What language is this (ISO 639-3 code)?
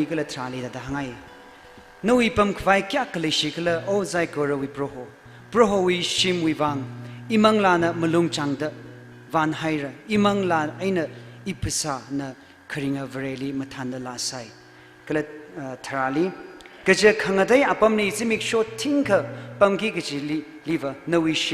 nmf